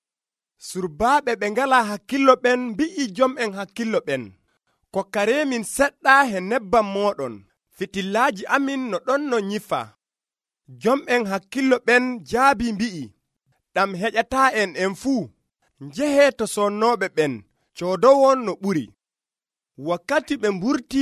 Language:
Nigerian Fulfulde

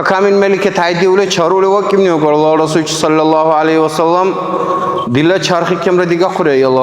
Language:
Dargwa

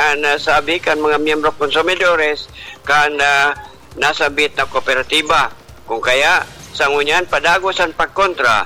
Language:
Bikol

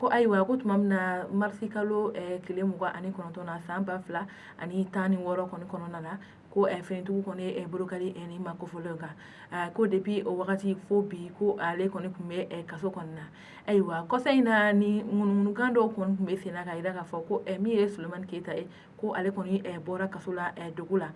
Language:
Bambara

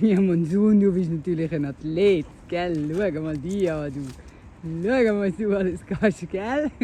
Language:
Swiss German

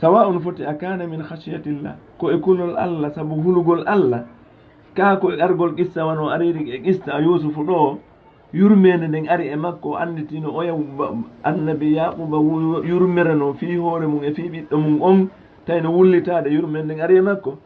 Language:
Fula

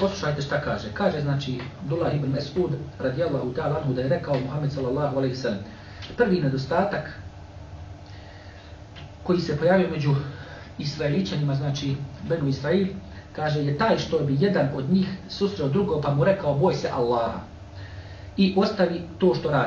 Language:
Bosnian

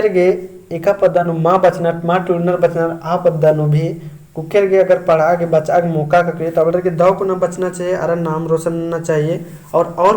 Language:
Kurukh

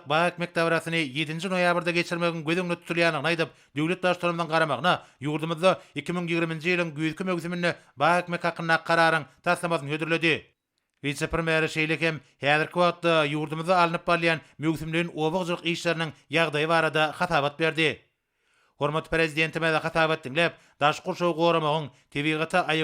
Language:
Turkmen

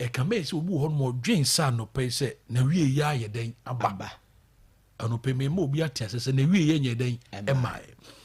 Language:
Akan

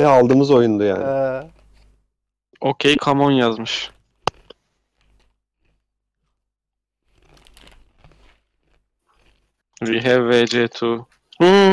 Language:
Turkish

